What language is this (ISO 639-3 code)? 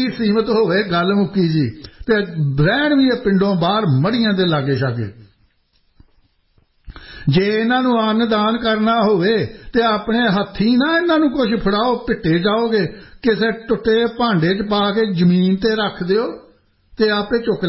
pan